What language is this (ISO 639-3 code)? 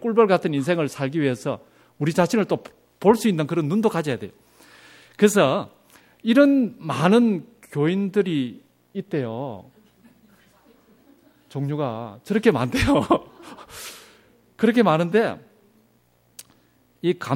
kor